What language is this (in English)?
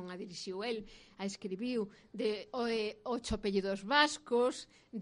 Galician